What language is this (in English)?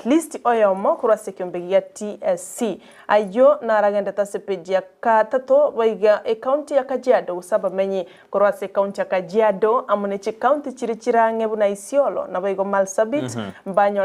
Gusii